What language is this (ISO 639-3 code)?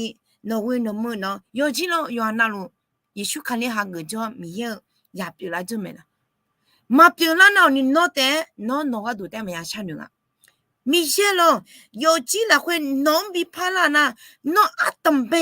ahk